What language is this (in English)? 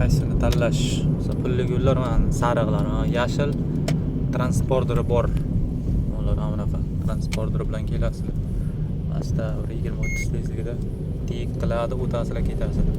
Uzbek